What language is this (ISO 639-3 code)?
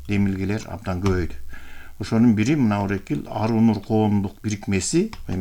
kir